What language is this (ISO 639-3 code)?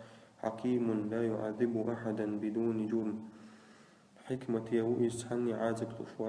che